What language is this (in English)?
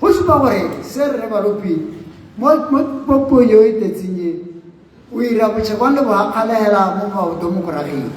Tswana